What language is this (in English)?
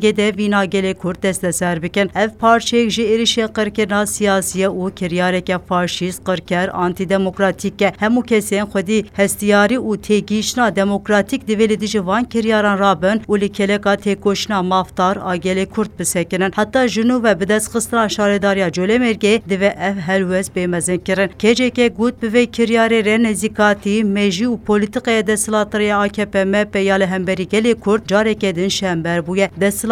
Kurdish